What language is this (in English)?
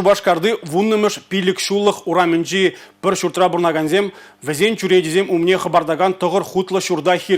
Chuvash